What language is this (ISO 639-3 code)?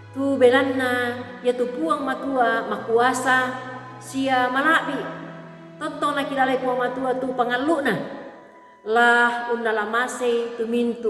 sda